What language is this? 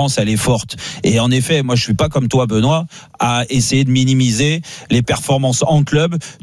French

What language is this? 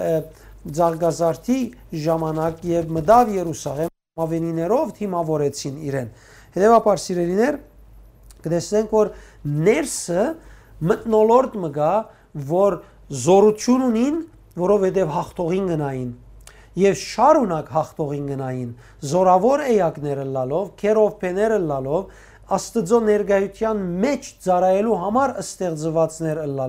Western Armenian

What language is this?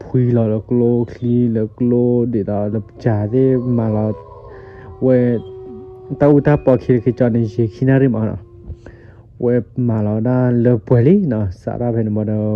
S'gaw Karen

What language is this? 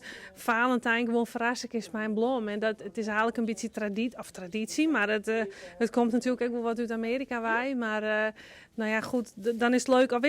Western Frisian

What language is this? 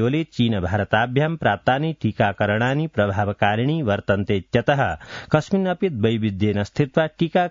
Sanskrit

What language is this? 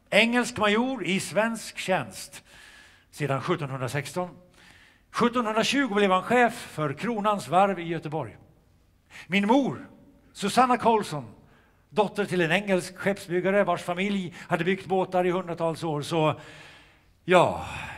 Swedish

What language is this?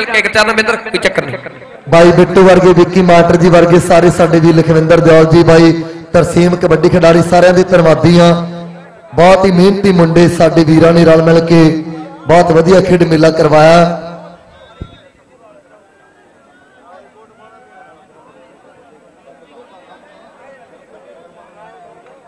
Punjabi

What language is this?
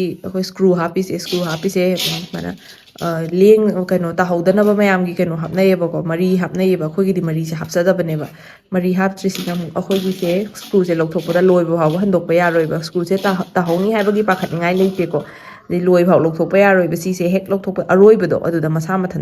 Manipuri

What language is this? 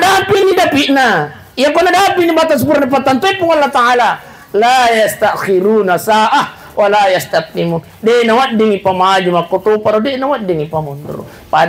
Buginese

